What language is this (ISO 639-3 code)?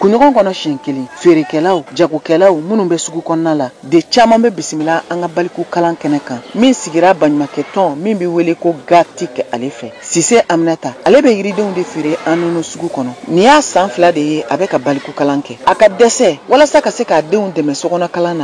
bam